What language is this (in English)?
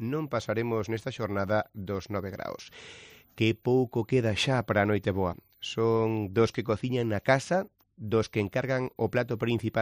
Galician